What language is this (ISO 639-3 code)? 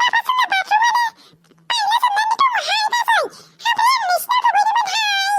brx